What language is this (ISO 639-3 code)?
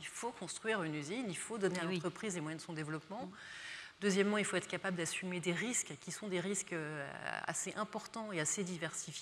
fra